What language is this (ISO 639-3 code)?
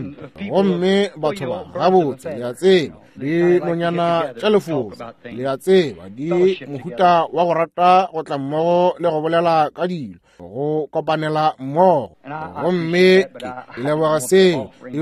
nso